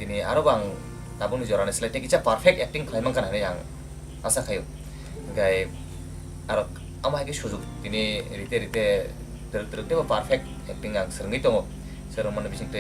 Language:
Kok Borok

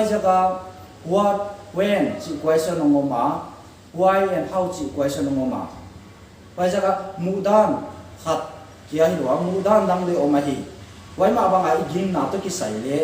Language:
Paite Chin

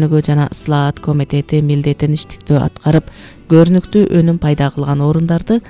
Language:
Kyrgyz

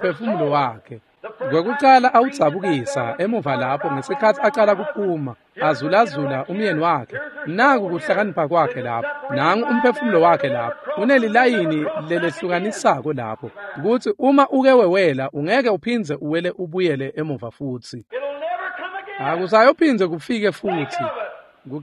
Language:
Swati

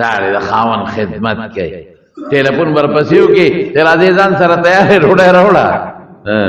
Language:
Pashto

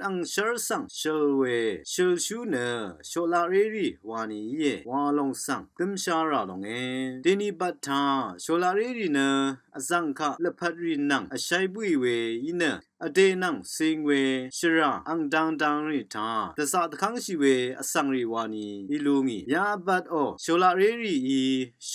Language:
Rawang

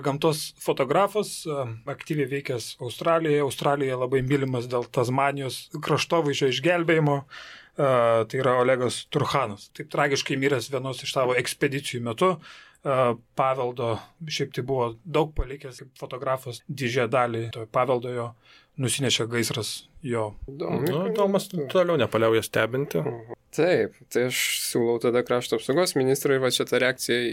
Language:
Lithuanian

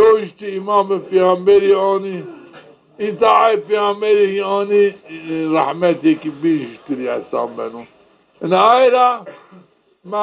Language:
Zaza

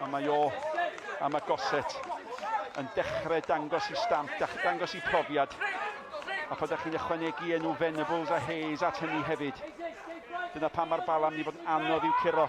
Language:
Welsh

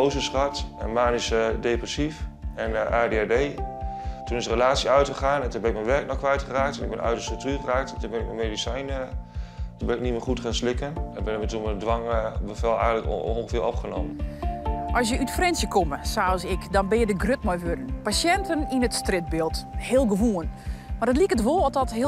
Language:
Western Frisian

